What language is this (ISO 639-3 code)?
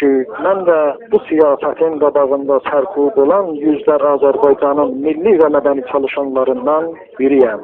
azb